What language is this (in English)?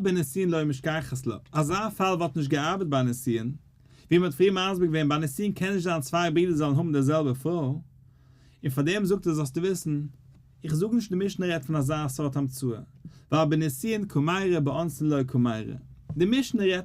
Yiddish